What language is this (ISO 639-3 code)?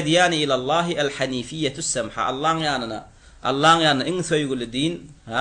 tuk